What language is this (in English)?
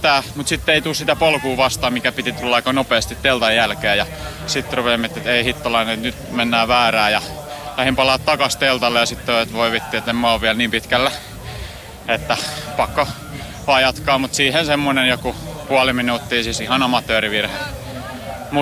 Finnish